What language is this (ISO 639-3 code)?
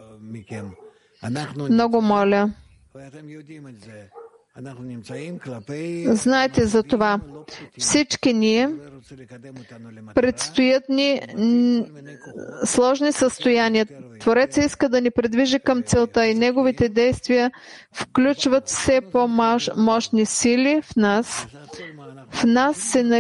bul